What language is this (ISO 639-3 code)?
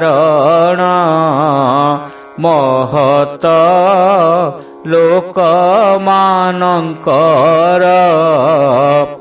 ori